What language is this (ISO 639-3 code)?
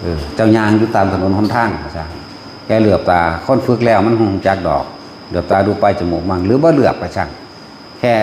tts